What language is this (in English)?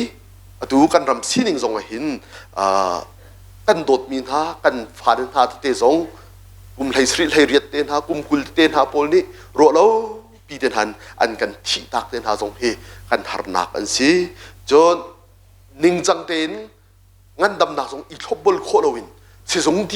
Hakha Chin